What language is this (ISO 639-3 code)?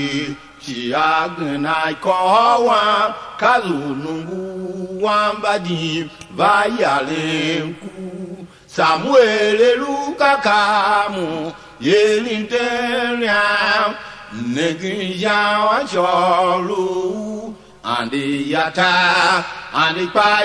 tiv